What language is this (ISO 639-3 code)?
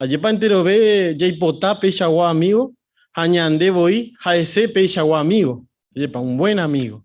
grn